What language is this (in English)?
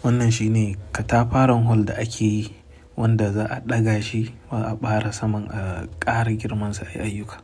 Hausa